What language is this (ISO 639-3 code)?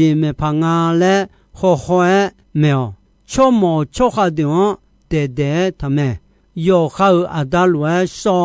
ahk